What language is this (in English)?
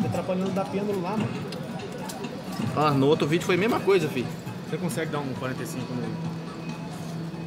Portuguese